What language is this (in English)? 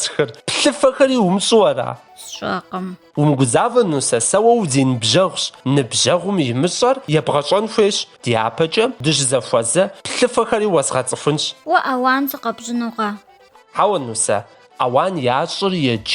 Kabardian